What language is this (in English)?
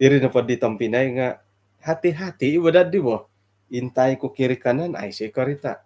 Central Dusun